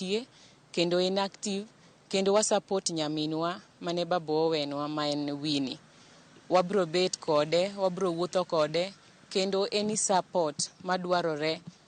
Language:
Luo (Kenya and Tanzania)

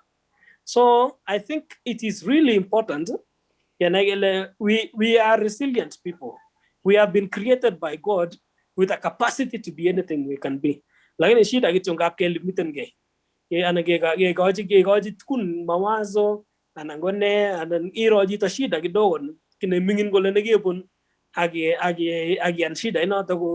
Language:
Kalenjin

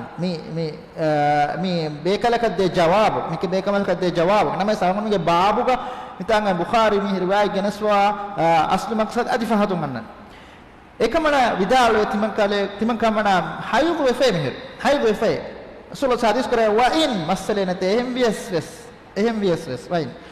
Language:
Divehi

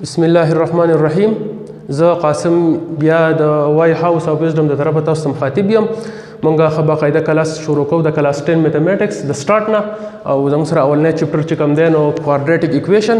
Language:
Pashto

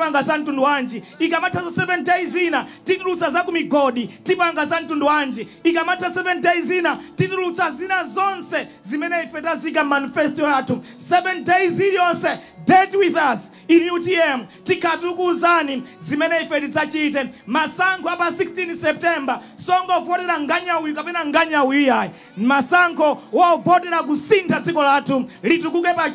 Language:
Nyanja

